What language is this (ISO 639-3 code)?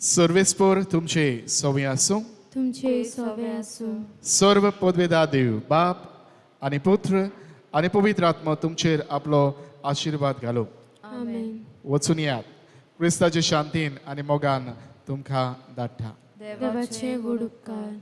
kok